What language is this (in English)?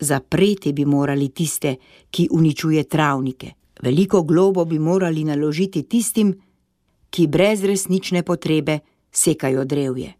Slovenian